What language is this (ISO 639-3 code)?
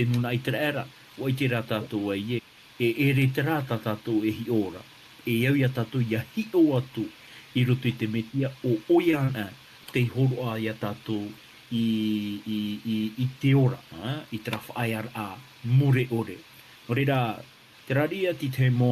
tah